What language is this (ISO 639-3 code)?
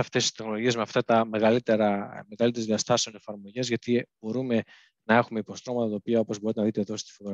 ell